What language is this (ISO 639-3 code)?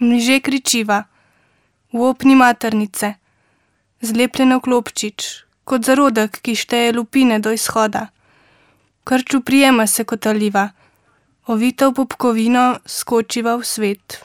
slv